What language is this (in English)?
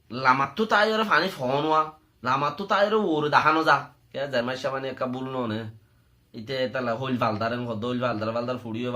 Rohingya